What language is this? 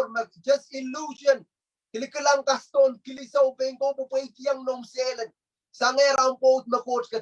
Pohnpeian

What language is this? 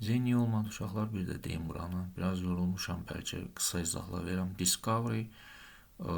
Azerbaijani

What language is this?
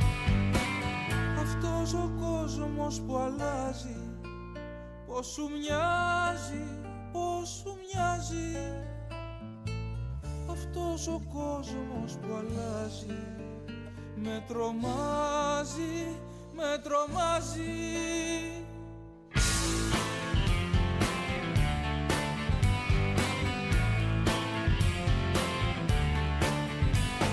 Greek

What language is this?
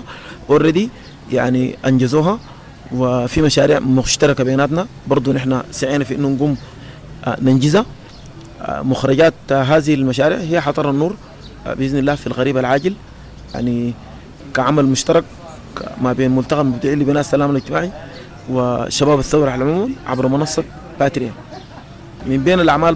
Sudanese Arabic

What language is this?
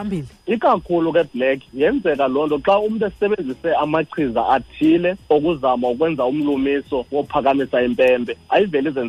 Xhosa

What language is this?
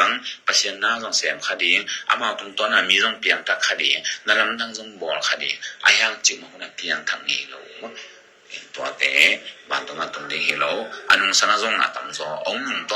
Tedim Chin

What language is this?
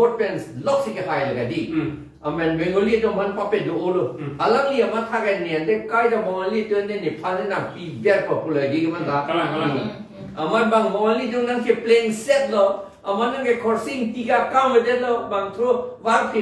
Karbi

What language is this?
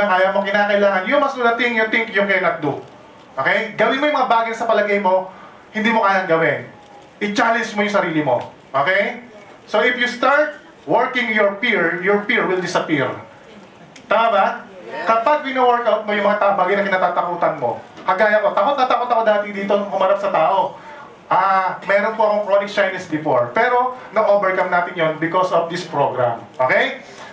Filipino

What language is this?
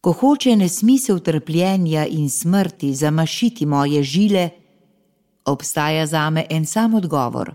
Slovenian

